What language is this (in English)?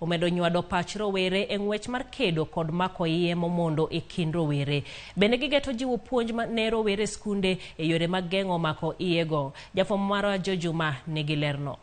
Luo (Kenya and Tanzania)